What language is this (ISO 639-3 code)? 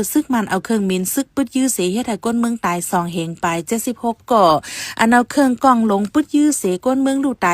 shn